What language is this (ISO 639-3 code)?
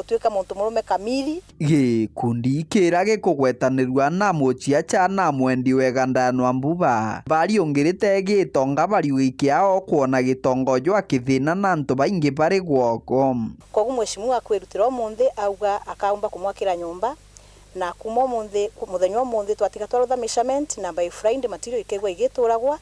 mer